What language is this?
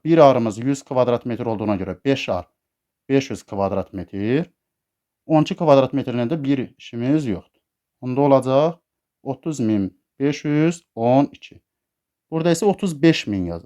Azerbaijani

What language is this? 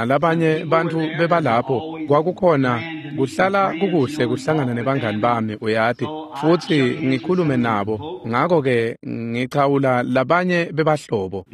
Swati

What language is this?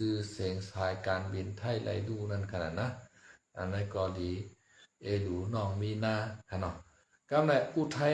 Shan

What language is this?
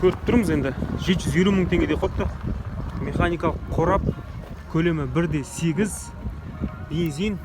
Kazakh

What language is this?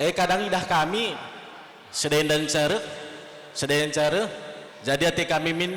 Batak Karo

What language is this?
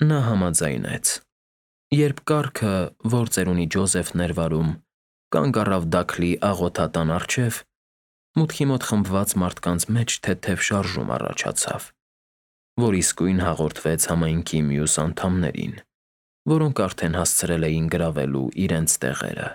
Armenian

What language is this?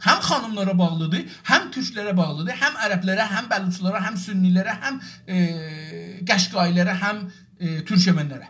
South Azerbaijani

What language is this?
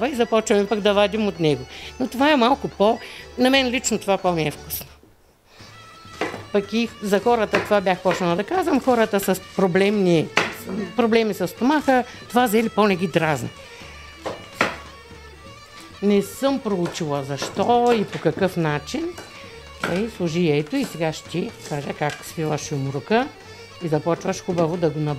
Bulgarian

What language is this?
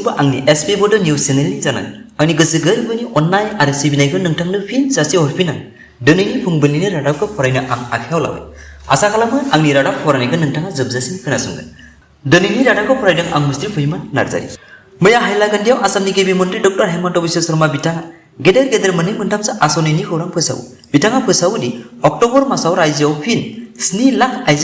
Bodo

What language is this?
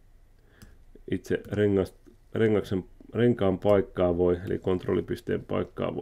Finnish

